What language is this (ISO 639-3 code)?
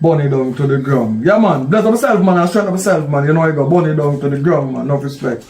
jam